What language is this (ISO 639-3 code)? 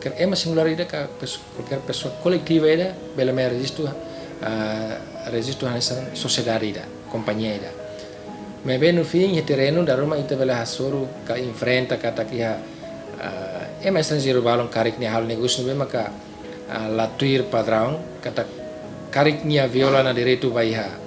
tet